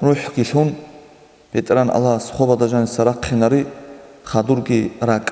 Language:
Avaric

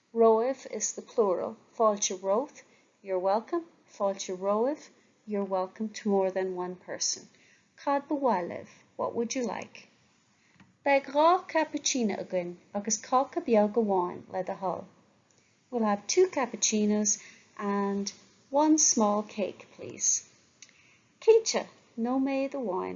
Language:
Irish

